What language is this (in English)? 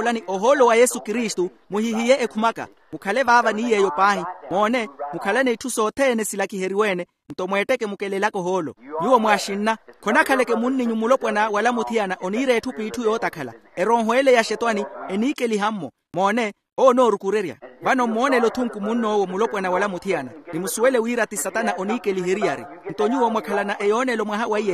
Makhuwa